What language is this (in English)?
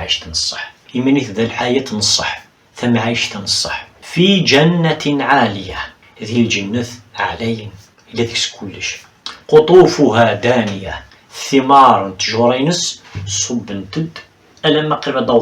Kabyle